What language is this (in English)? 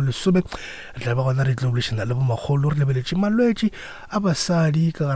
Northern Sotho